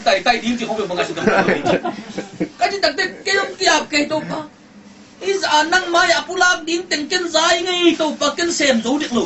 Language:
Tedim Chin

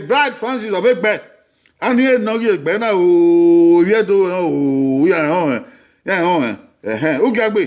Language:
Bini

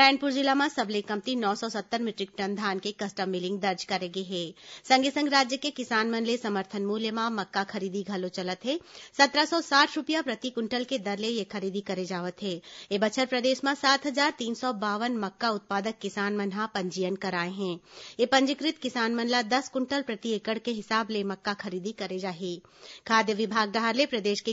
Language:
Chhattisgarhi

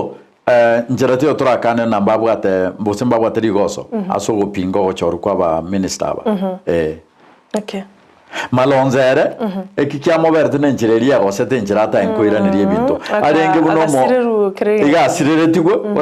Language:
Gusii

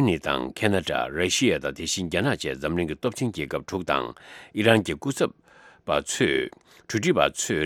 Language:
Tibetan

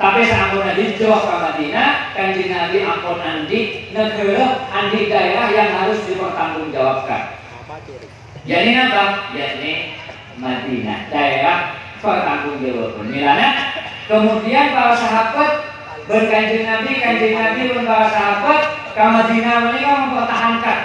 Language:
Madurese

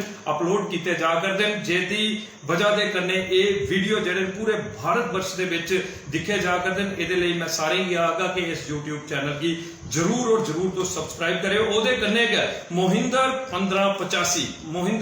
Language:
Dogri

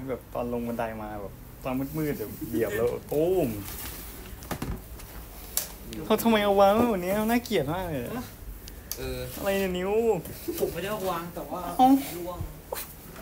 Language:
Thai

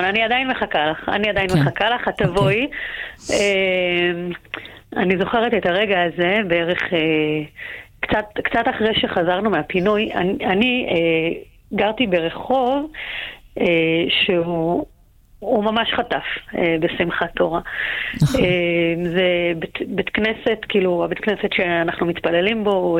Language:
Hebrew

